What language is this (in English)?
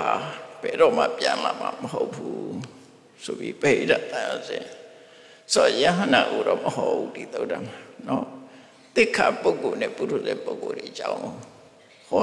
Burmese